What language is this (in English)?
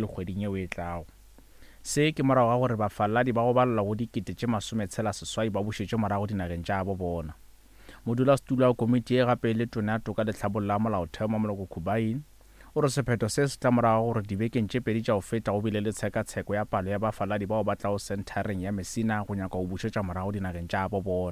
Northern Sotho